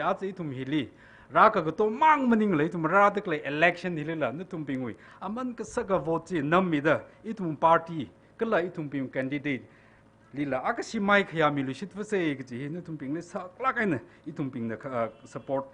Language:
Tangkhul Naga (India)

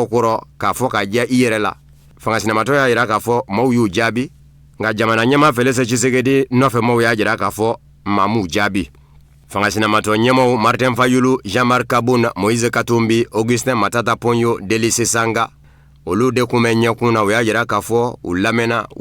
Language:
Bambara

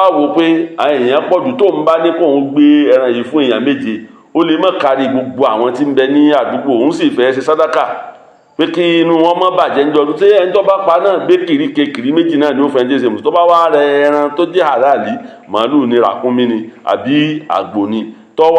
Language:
Yoruba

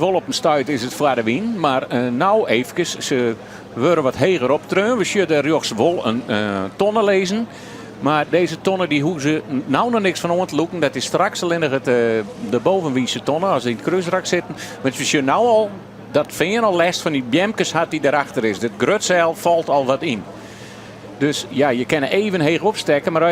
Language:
Western Frisian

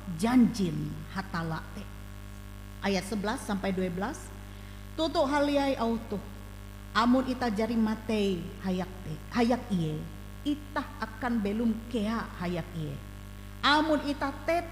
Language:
Ngaju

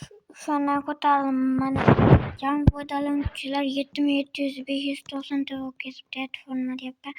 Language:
Uzbek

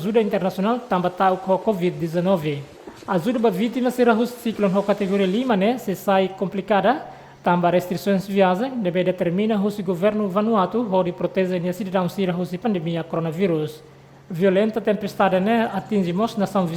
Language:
Tetum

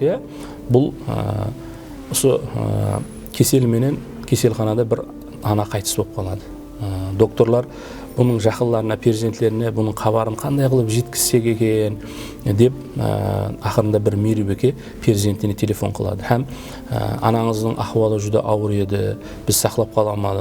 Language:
Kara-Kalpak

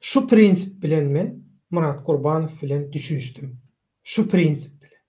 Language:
Turkmen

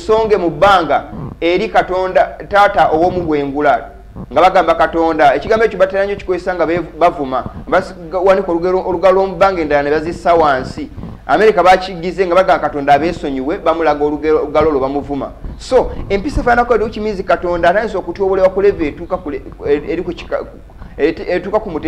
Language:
Ganda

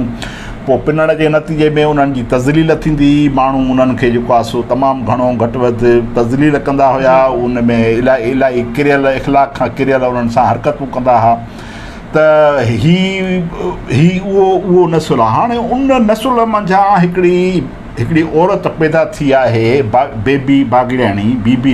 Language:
Sindhi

